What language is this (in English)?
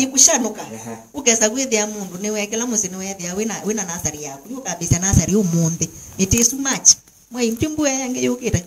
Kamba